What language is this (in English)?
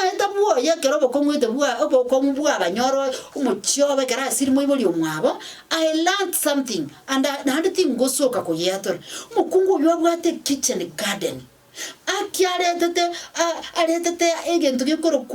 Gusii